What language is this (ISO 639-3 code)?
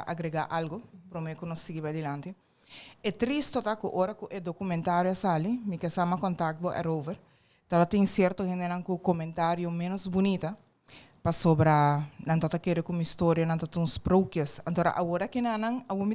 pap